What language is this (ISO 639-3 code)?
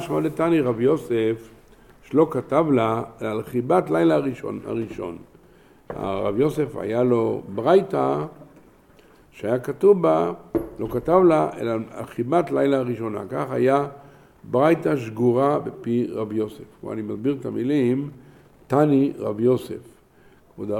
heb